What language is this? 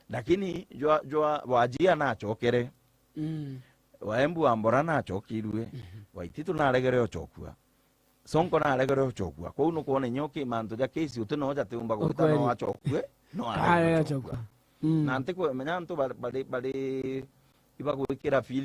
Meru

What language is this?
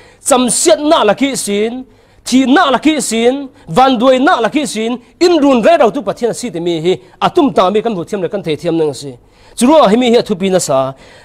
Falam Chin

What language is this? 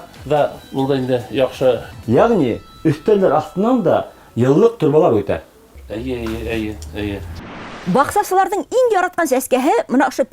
Bashkir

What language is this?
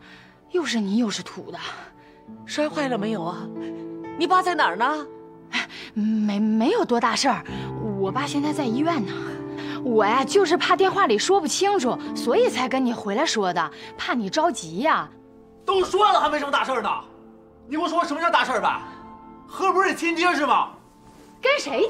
Chinese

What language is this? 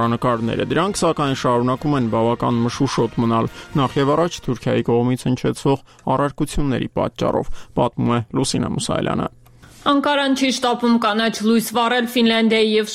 Armenian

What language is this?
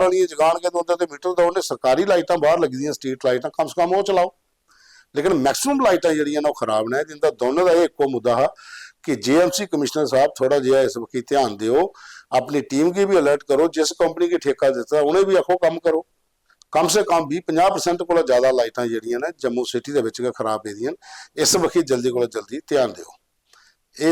Dogri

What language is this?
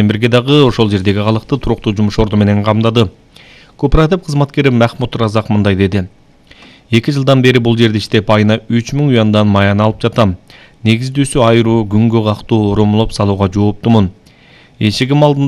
Kyrgyz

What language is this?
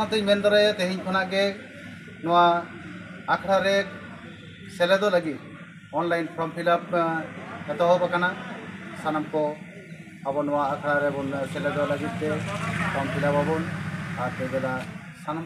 Santali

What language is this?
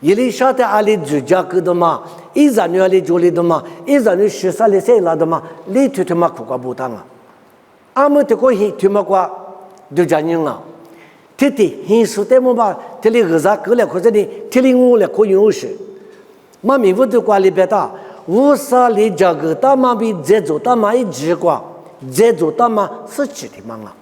Lisu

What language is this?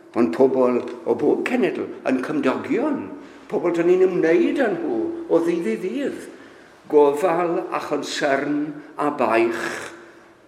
Welsh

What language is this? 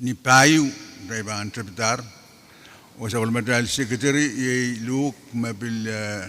Pohnpeian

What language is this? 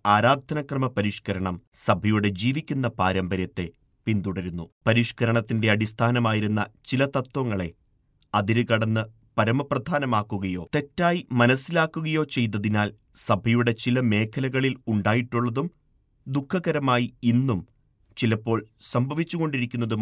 Malayalam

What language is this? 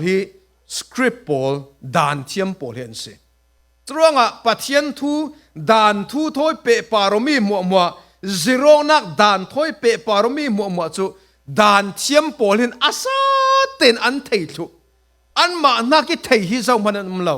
Falam Chin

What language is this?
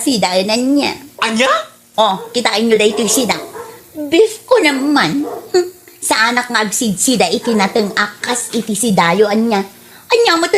Iloko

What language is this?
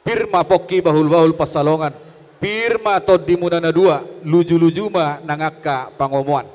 Batak Toba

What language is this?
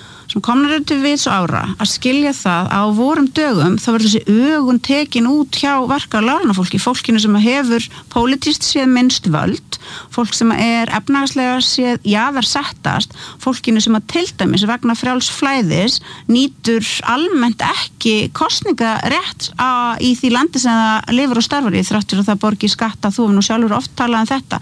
Icelandic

